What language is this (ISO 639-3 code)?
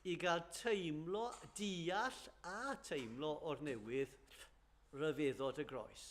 cym